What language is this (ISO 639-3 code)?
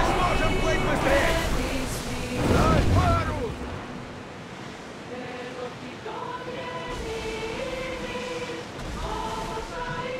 rus